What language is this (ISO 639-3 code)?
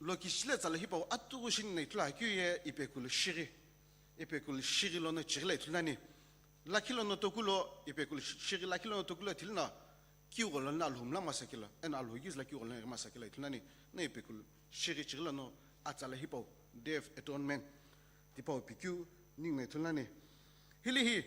nsm